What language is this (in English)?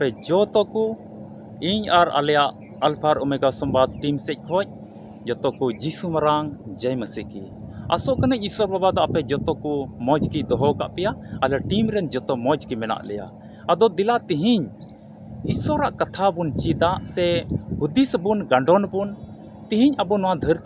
Santali